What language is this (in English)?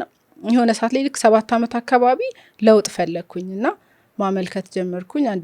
Amharic